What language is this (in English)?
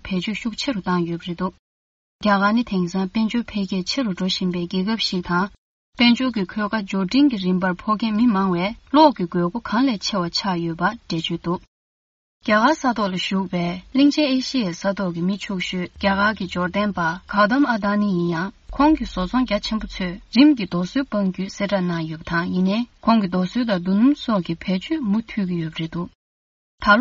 Tibetan